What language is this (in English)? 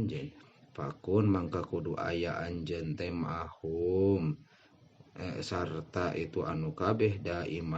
Sundanese